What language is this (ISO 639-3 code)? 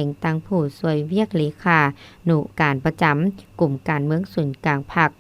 lao